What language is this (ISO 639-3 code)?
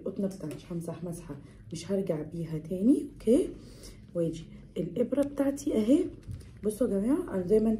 arz